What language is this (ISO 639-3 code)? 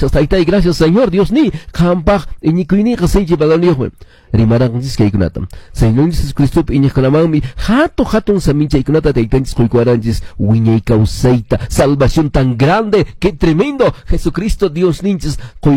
que